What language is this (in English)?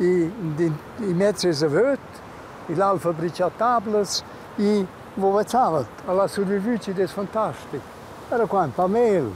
Romansh